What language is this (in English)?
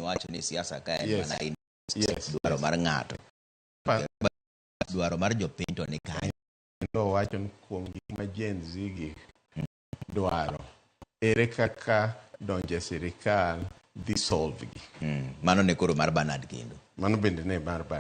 Luo (Kenya and Tanzania)